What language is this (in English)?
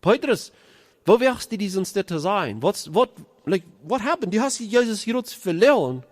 Plautdietsch